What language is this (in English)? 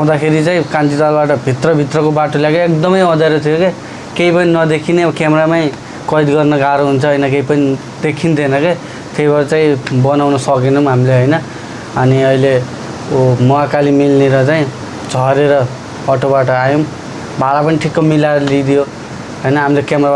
Nepali